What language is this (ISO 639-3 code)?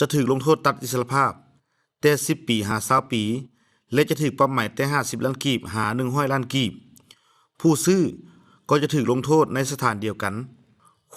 lao